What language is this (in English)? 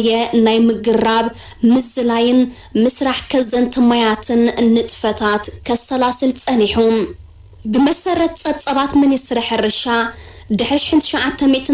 Tigrinya